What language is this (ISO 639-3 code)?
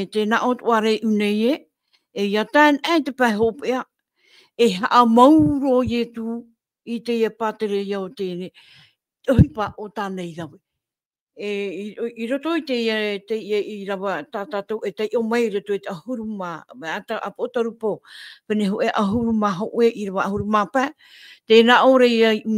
tah